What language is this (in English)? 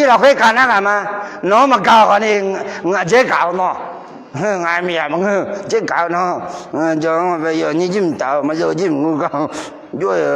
Akha